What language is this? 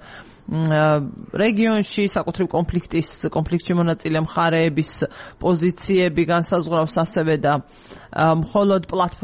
Georgian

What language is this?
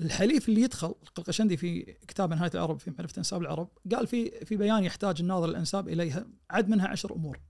Najdi Arabic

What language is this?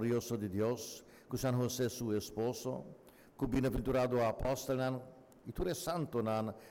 Papiamento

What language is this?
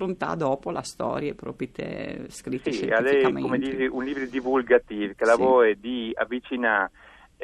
Friulian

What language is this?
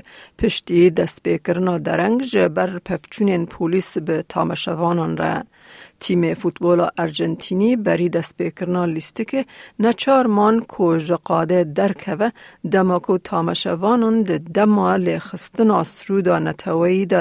Kurdish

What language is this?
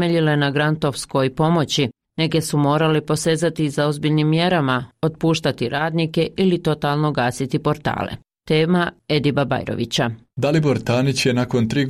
Bosnian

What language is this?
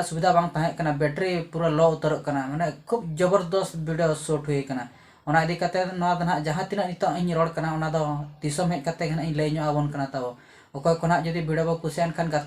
Santali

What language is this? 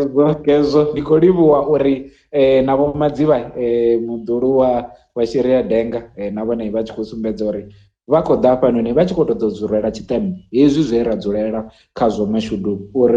Venda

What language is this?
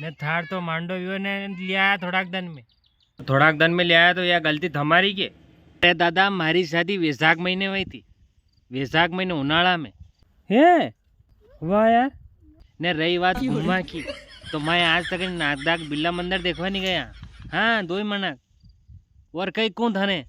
Rajasthani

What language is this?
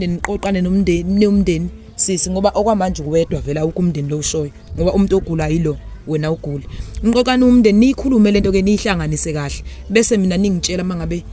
Zulu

